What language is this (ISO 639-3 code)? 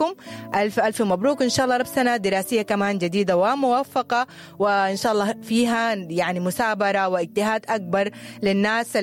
apd